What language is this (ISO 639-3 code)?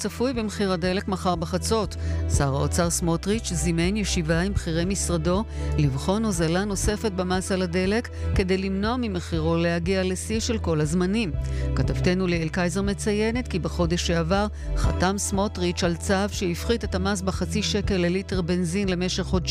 heb